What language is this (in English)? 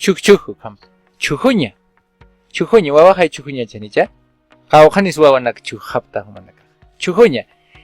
Aymara